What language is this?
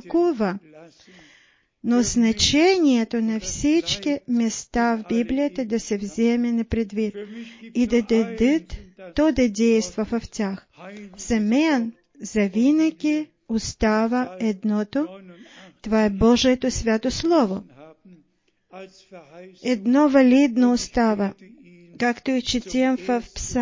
Bulgarian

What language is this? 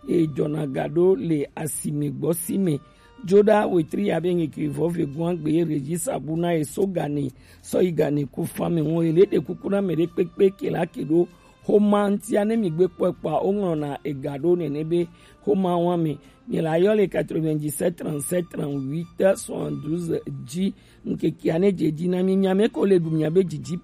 Gen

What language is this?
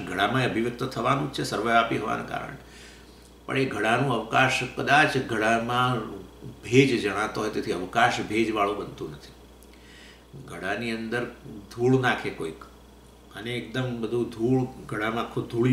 Gujarati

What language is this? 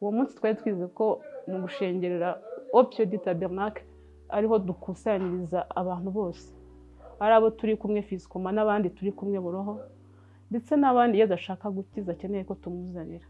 Kinyarwanda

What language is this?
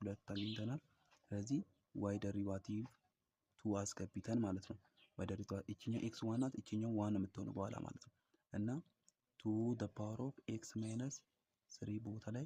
Amharic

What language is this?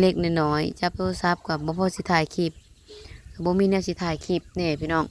Lao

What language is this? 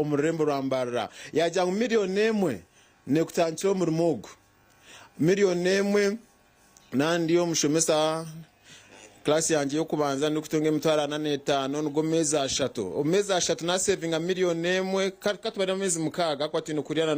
Nyankole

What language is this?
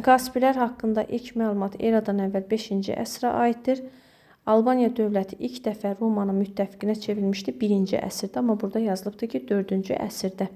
Azerbaijani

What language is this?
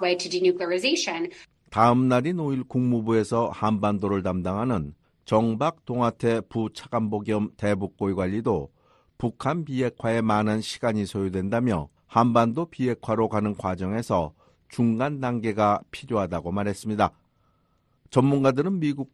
Korean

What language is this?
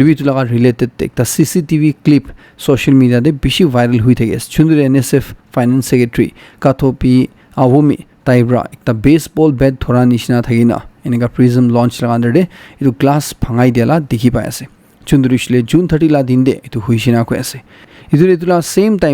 Naga Pidgin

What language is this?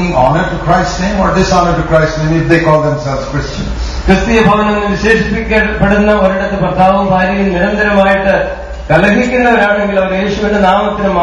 Malayalam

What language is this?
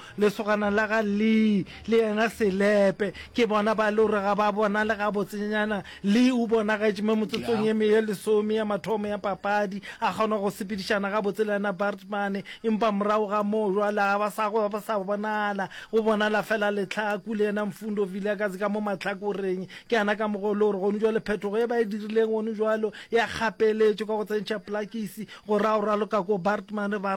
Northern Sotho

